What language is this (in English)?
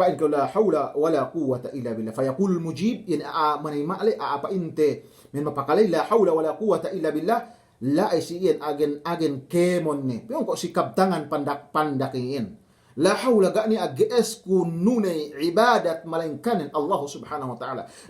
Yakan